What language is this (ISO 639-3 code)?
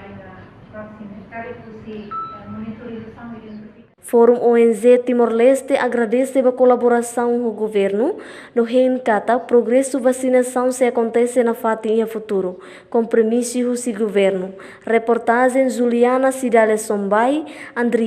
tet